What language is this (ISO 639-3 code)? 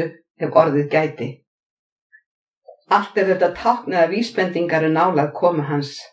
isl